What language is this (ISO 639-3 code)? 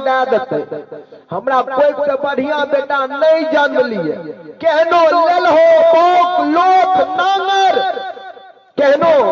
mai